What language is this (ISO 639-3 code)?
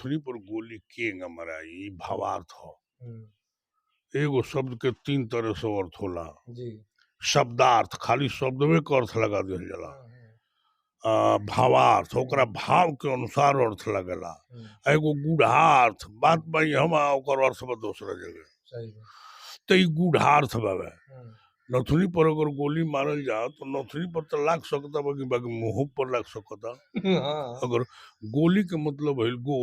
bho